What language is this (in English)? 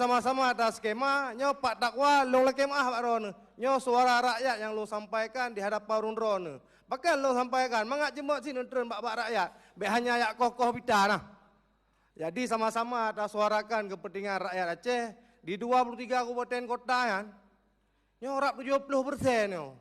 Achinese